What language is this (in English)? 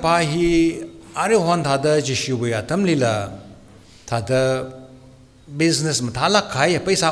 Tangkhul Naga (India)